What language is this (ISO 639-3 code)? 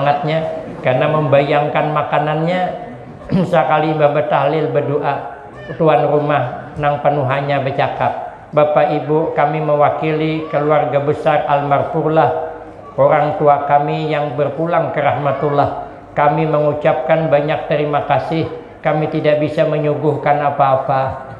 bjn